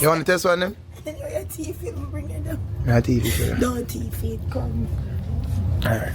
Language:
Jamaican Creole English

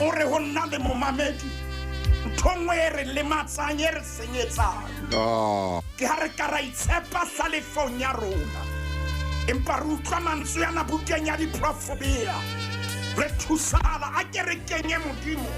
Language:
Southern Sotho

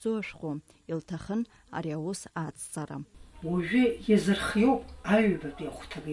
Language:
Abkhazian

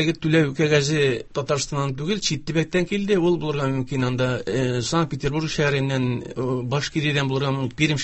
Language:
Tatar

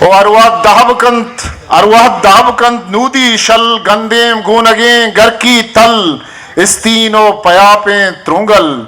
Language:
Eastern Balochi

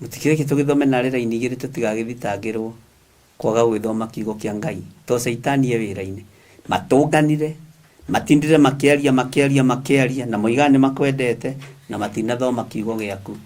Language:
Kikuyu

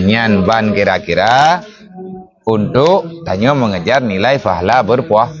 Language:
Achinese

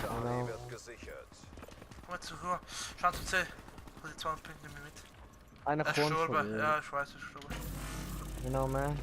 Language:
Swiss German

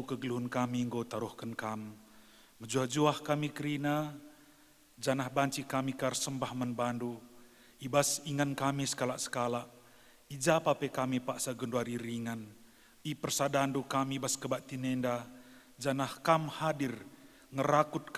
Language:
Batak Karo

